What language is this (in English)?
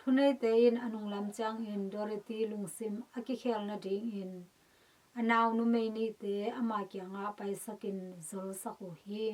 Tedim Chin